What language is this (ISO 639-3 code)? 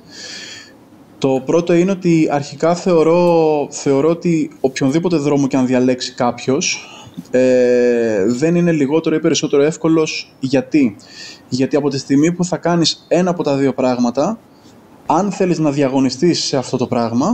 ell